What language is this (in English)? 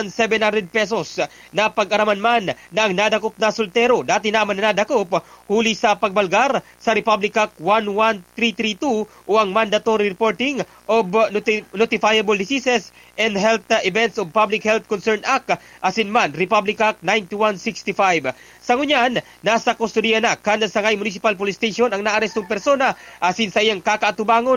Bikol